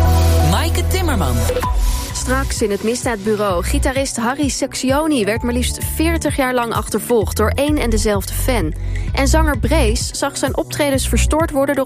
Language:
Dutch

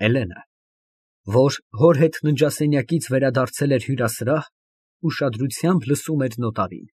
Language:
Armenian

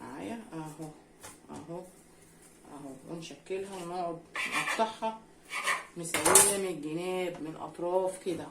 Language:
Egyptian Arabic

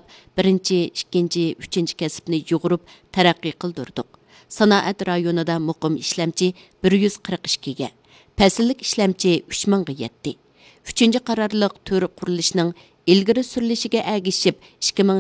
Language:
Uyghur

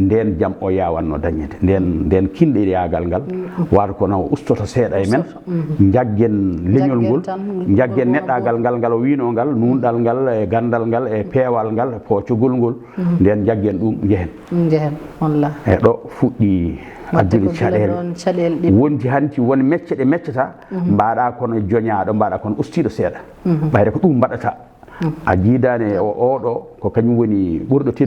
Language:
Fula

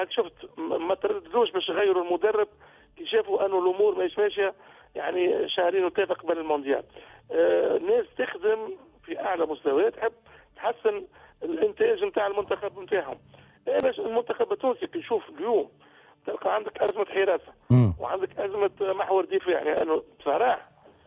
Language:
Tunisian Arabic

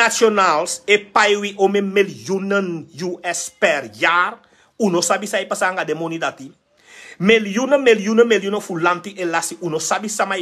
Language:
Sranan Tongo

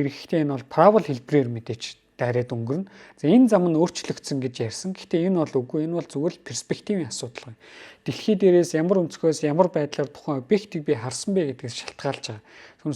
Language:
Mongolian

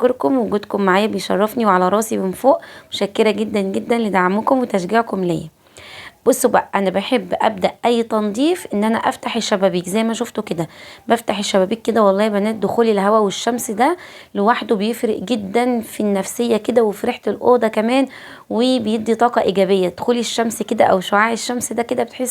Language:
Egyptian Arabic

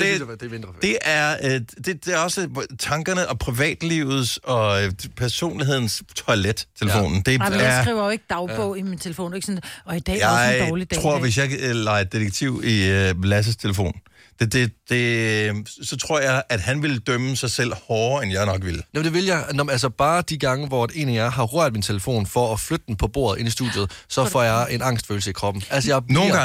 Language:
Danish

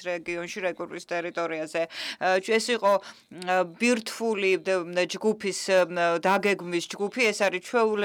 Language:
Georgian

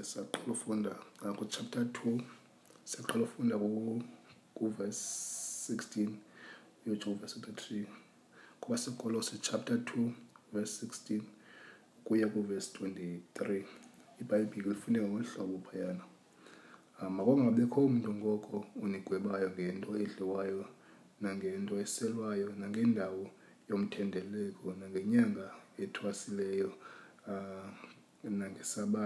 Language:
Xhosa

